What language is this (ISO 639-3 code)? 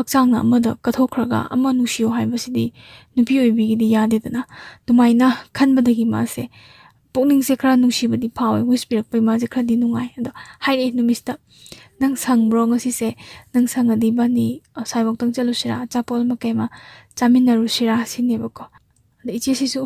mni